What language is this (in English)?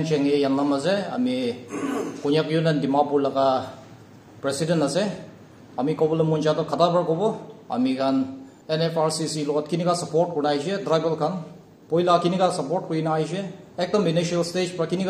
Naga Pidgin